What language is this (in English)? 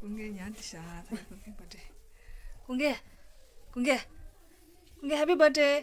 Tibetan